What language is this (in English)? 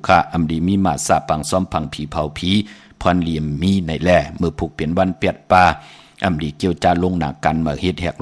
Shan